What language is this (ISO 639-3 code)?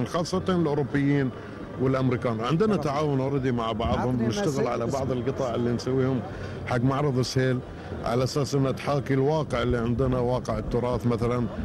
afb